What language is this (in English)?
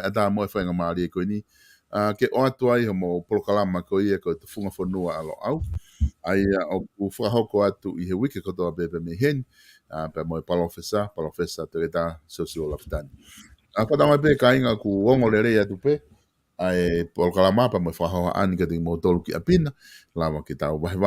Tongan